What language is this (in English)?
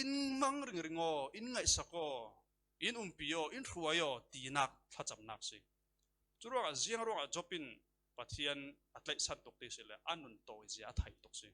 Falam Chin